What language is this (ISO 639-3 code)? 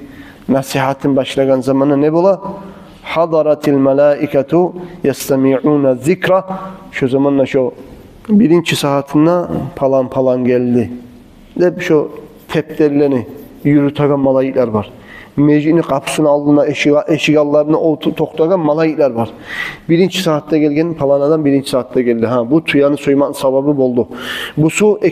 kum